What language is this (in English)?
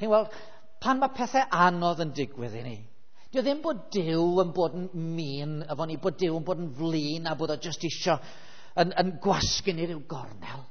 Welsh